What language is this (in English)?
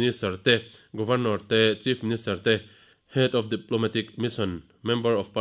Mizo